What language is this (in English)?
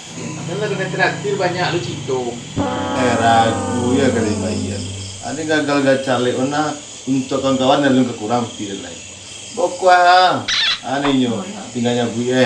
Minangkabau